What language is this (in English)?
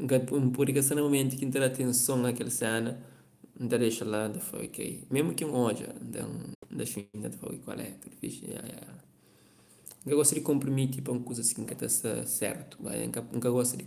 Kabuverdianu